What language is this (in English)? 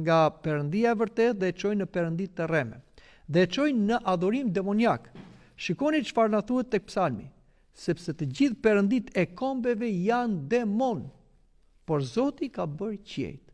Albanian